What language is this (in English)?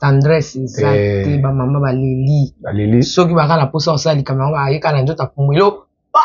Lingala